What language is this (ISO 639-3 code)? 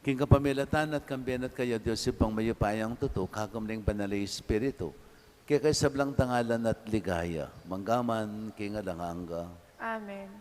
pam